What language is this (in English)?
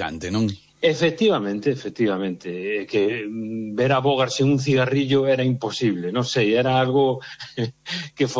Galician